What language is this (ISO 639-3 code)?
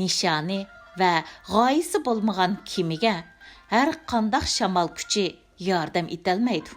uig